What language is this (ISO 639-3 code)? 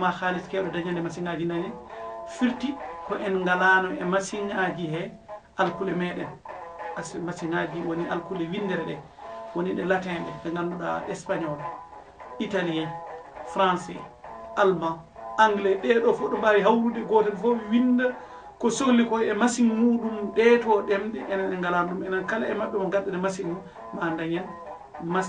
ful